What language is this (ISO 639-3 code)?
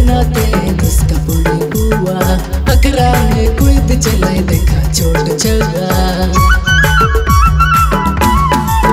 bho